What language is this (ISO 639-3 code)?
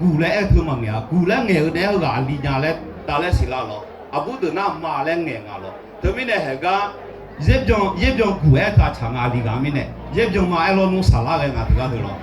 ahk